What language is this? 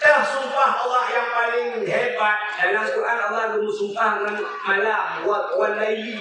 Achinese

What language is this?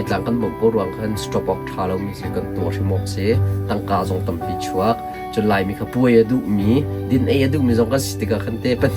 Hakha Chin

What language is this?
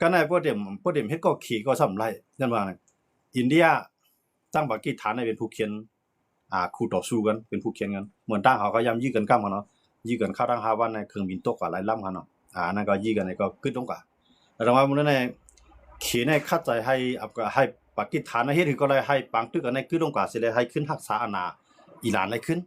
Shan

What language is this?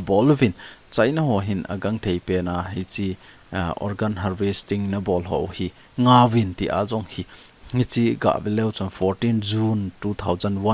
Thado Chin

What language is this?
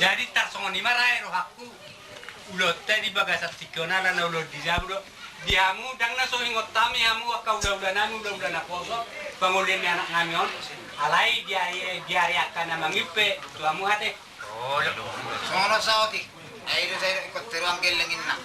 Batak Toba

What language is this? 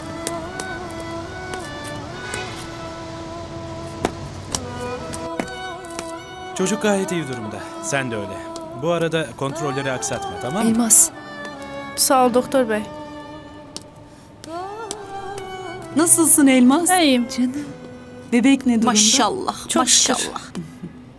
Turkish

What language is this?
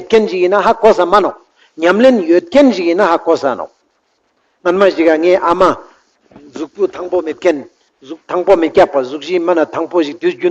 Ladakhi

